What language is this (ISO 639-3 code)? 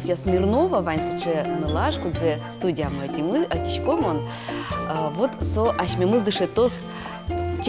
udm